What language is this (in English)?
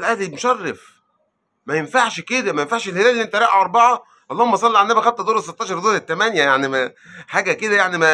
Egyptian Arabic